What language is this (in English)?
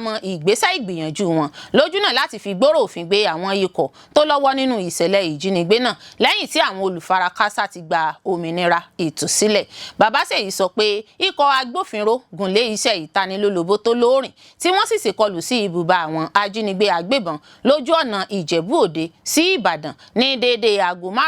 Yoruba